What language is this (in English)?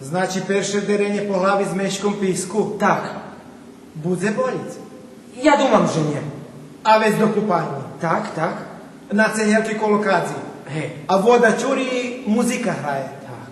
Rusyn